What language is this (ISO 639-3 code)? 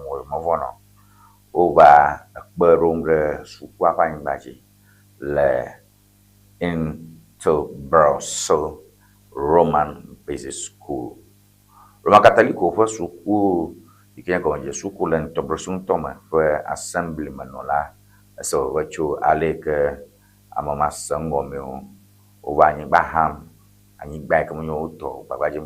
ewe